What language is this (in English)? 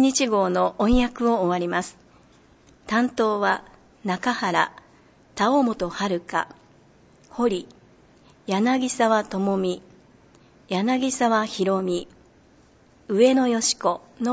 Japanese